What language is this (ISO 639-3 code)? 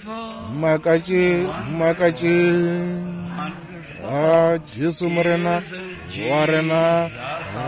nso